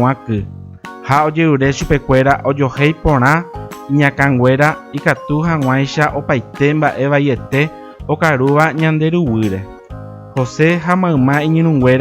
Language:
Guarani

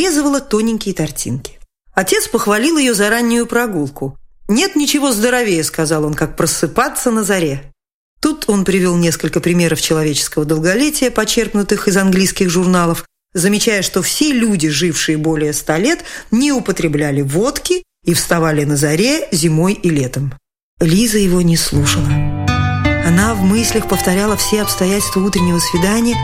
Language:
Russian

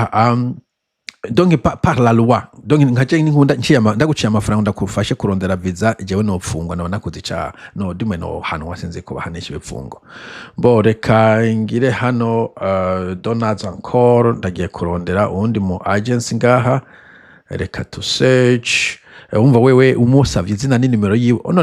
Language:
Rundi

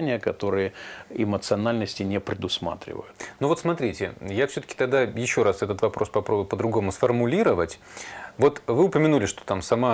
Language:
Russian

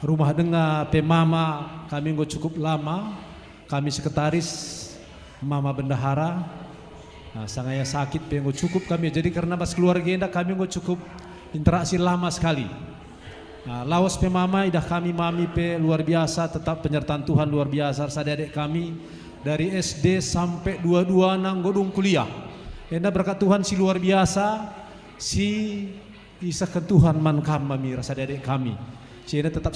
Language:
Batak Karo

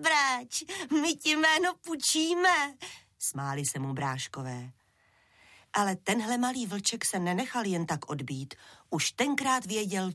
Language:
Czech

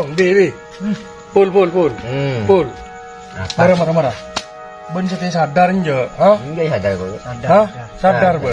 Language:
Madurese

